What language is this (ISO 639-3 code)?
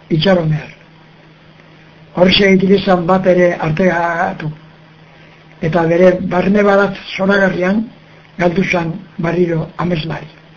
eus